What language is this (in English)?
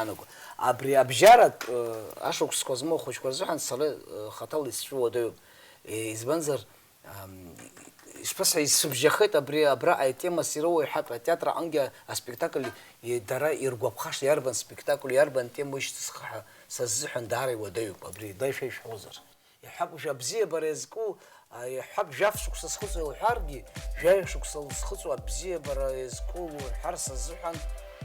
Abkhazian